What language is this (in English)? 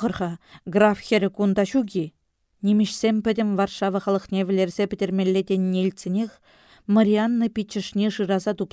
Chuvash